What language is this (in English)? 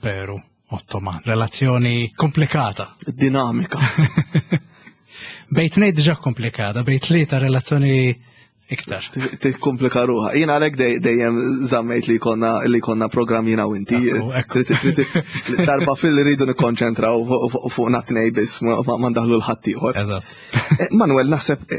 Maltese